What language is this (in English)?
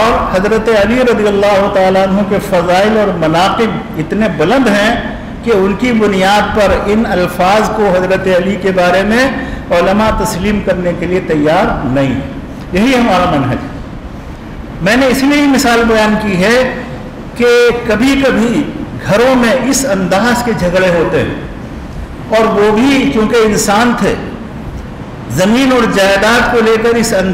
Urdu